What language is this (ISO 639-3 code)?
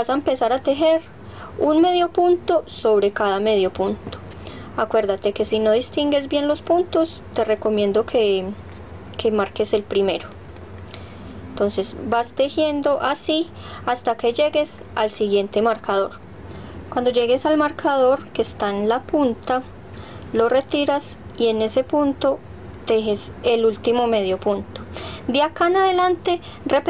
spa